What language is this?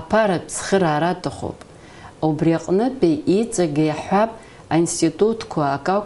Abkhazian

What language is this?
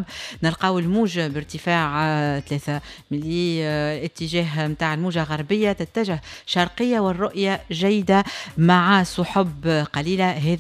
Tunisian Arabic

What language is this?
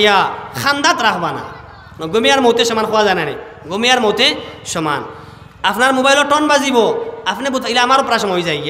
Sylheti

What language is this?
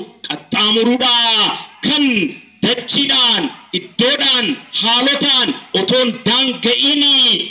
Oromo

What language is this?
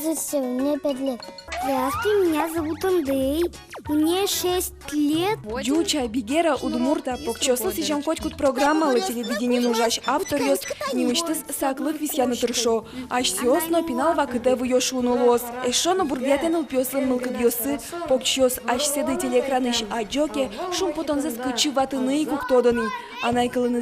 Udmurt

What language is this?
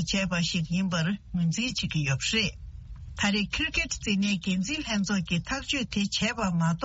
Tibetan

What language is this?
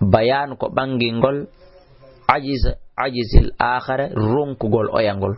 Fula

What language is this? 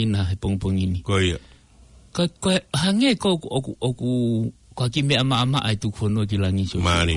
Tongan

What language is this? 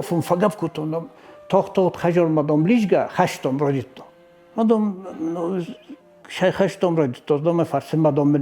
Ossetic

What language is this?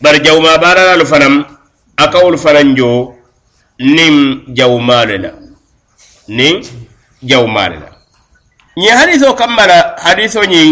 Mandingo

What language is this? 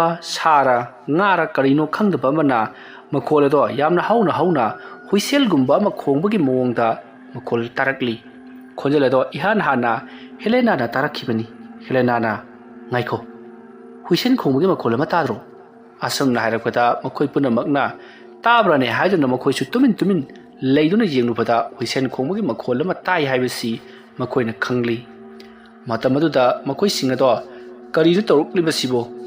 Manipuri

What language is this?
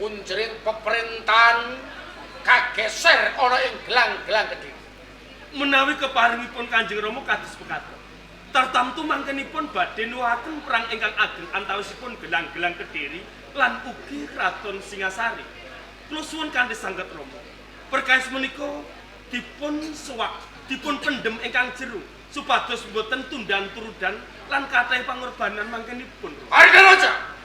Javanese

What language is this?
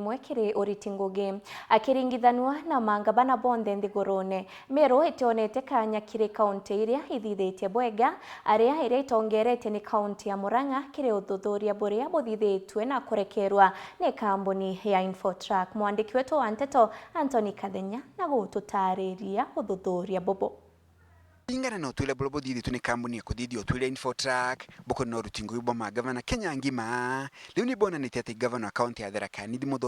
Meru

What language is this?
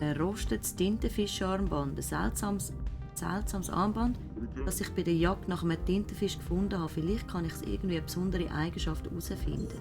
Swiss German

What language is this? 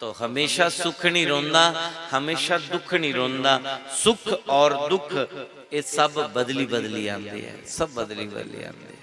Dogri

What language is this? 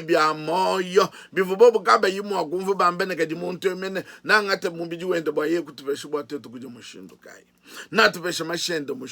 Luba-Lulua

